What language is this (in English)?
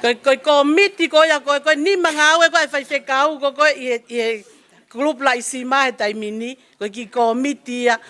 Tongan